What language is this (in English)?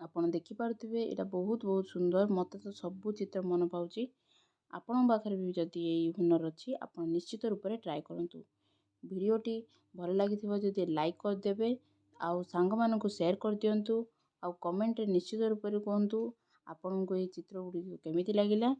Odia